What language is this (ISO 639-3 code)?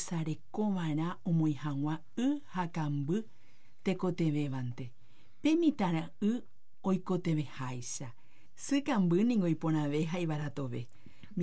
grn